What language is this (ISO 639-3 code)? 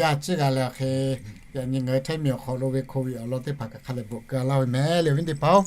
lhu